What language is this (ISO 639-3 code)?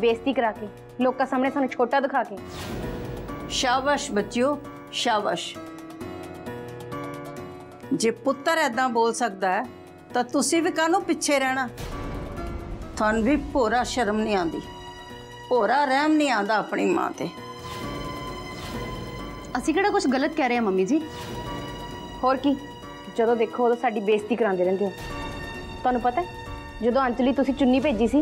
pan